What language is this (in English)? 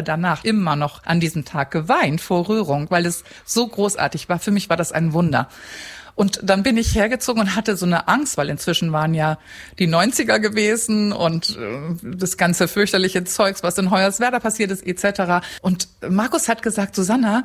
German